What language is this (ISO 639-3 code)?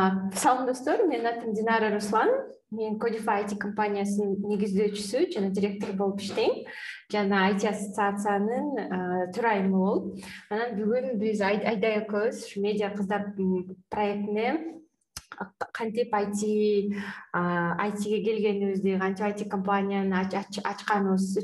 kir